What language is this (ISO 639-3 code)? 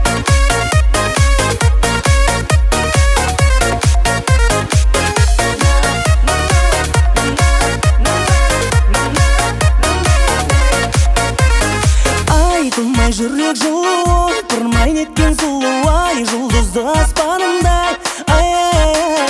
kaz